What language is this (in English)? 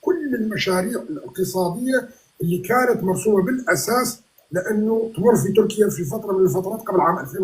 North Levantine Arabic